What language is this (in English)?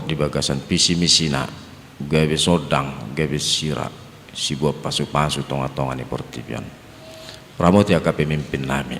Batak Toba